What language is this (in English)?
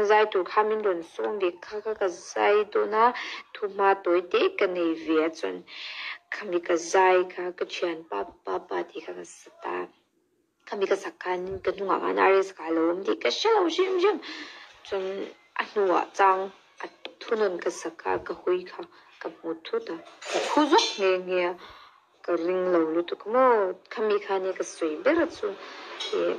Mizo